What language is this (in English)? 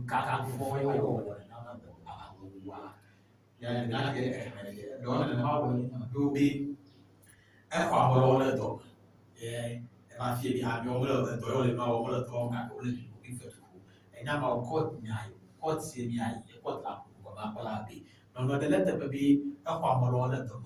Ewe